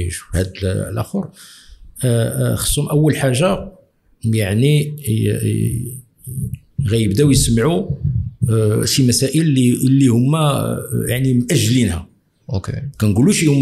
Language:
Moroccan Arabic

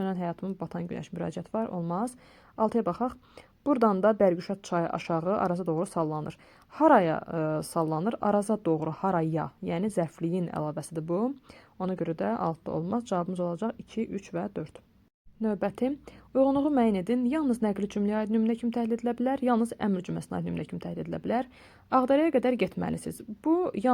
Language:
Azerbaijani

